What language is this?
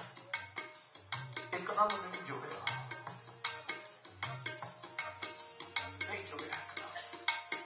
Punjabi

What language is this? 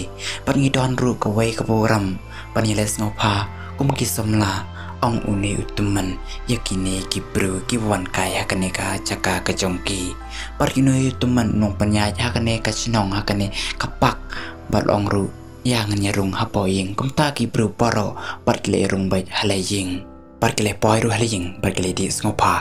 Khasi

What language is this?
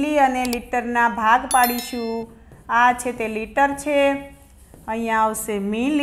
Gujarati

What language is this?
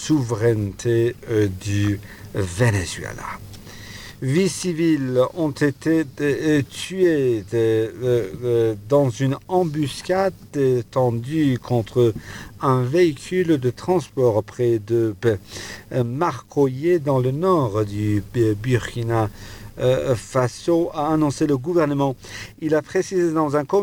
French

